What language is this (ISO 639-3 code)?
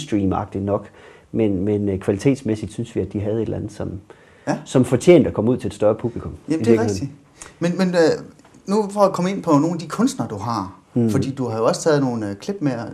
dan